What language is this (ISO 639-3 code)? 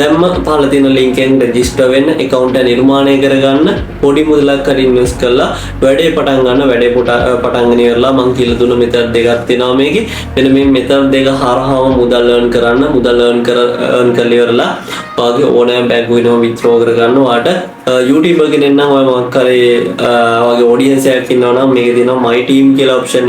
sin